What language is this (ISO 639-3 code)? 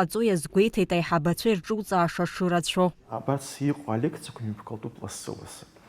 abk